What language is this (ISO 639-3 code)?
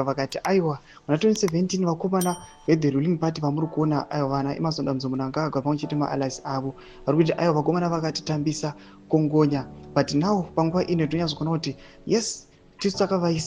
sna